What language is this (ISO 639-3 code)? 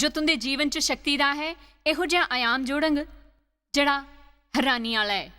doi